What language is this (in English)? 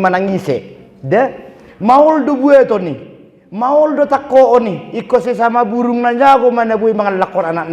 Batak Toba